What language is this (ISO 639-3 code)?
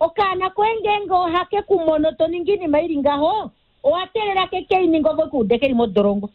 kua